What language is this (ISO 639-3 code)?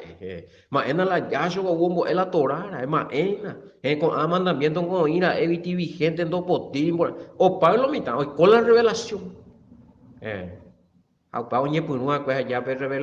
grn